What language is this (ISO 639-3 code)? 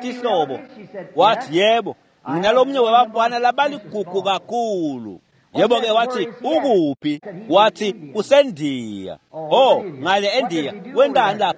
ssw